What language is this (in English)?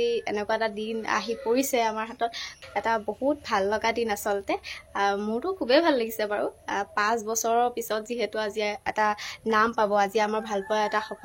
Assamese